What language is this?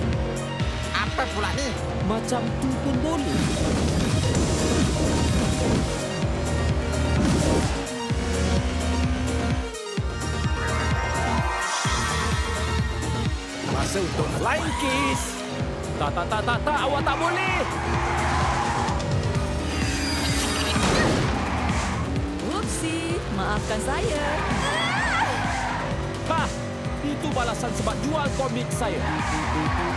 Malay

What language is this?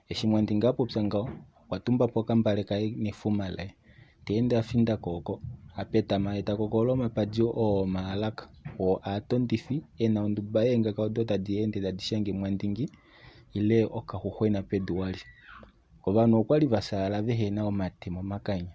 Kuanyama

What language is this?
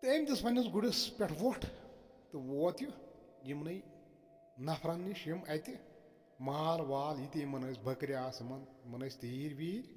Kashmiri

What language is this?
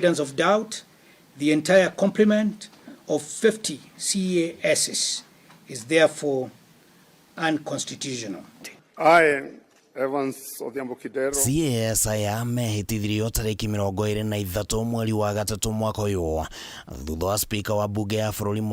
Kikuyu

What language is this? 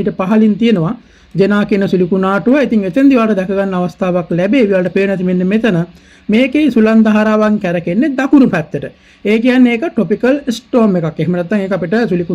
Sinhala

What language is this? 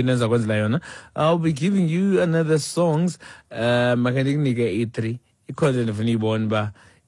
Xhosa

